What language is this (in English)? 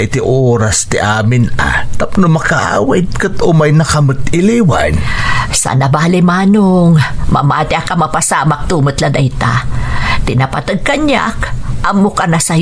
Iloko